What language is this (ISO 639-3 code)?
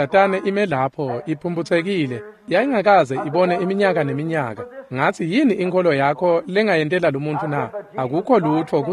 ssw